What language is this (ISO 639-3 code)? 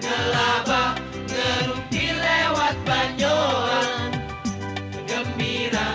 bew